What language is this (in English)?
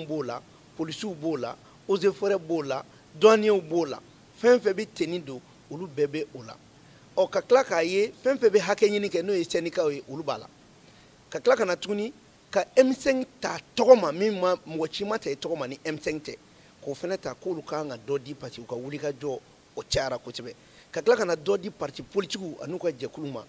Bambara